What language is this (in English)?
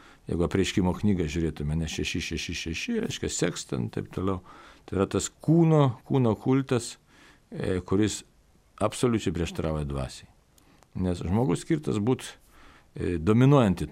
Lithuanian